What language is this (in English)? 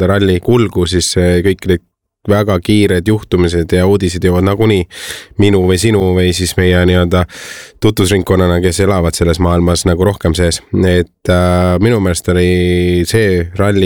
Estonian